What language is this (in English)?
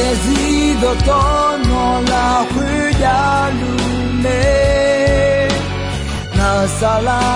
Akha